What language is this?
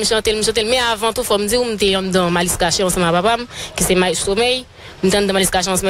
Haitian Creole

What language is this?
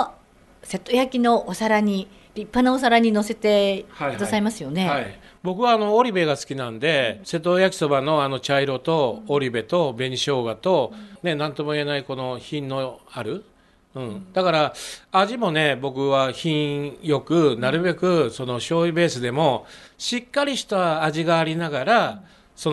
Japanese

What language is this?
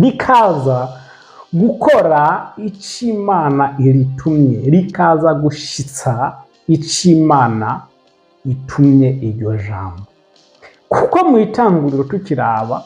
Rundi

